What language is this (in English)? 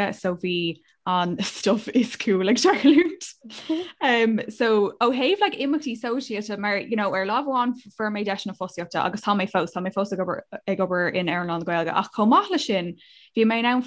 Irish